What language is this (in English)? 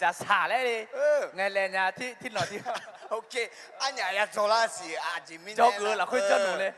Akha